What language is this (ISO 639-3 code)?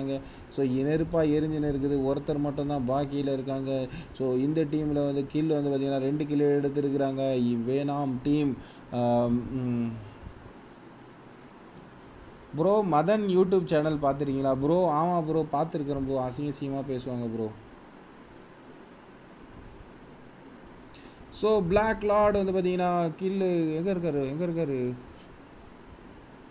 tam